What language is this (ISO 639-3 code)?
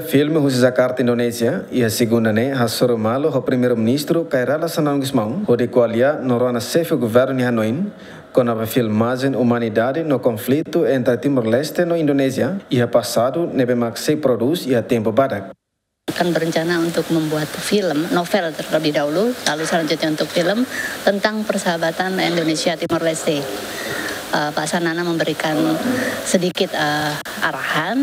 tet